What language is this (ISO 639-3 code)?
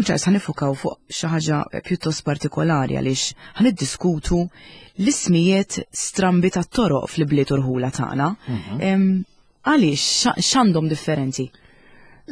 mlt